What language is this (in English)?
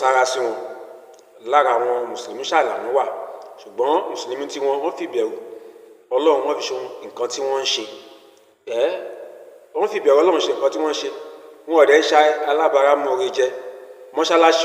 Yoruba